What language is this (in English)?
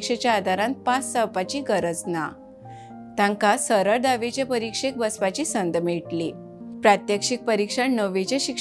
Konkani